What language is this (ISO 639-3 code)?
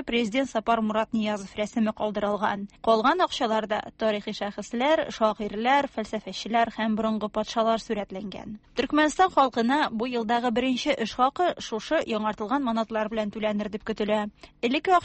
tat